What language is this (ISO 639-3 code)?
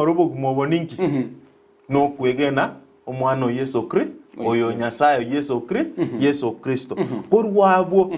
guz